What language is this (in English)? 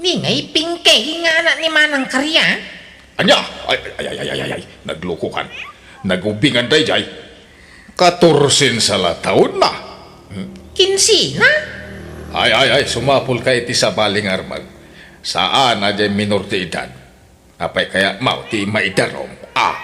Iloko